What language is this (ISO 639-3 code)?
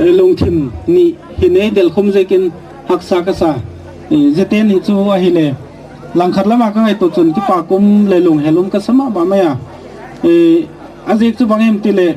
gnb